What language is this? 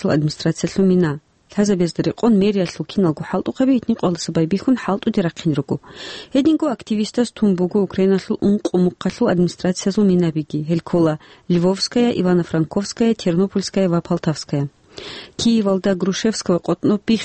Avaric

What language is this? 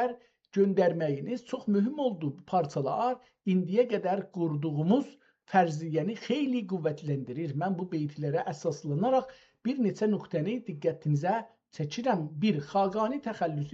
South Azerbaijani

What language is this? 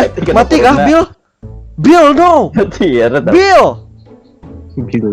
Banjar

